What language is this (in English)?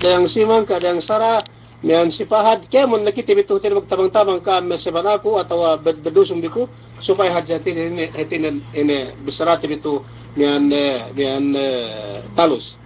Yakan